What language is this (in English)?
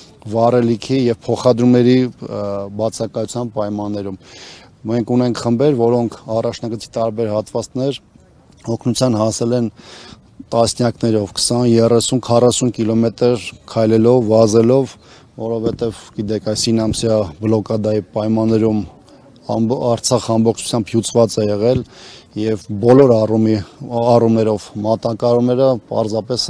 Armenian